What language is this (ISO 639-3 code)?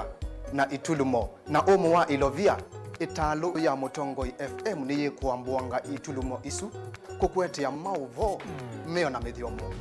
kam